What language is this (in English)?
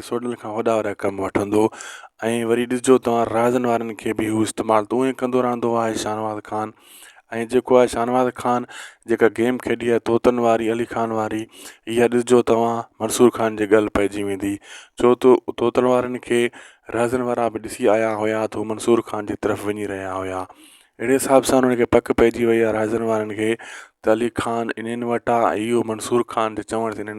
Sindhi